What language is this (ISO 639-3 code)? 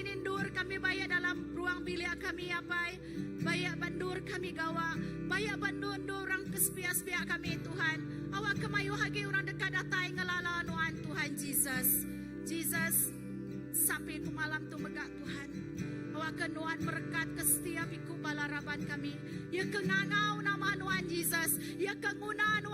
iba